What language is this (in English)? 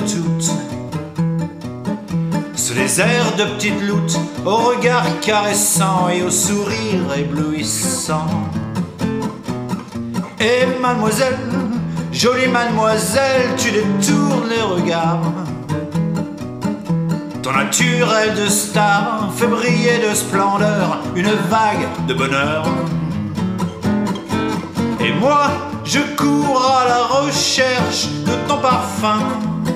French